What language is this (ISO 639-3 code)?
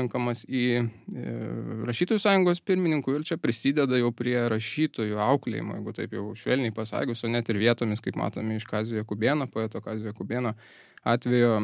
lit